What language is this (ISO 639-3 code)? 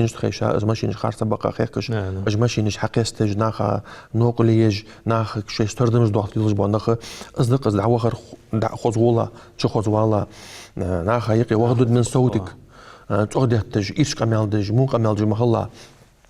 inh